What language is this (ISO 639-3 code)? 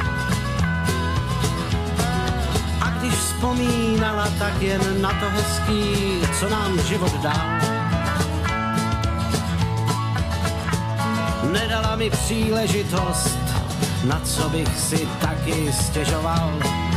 ces